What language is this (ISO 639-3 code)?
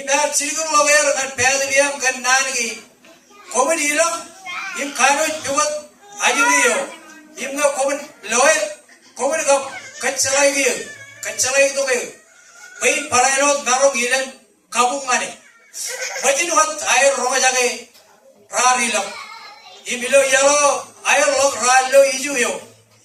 mah